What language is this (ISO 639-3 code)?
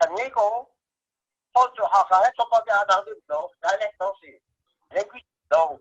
cnh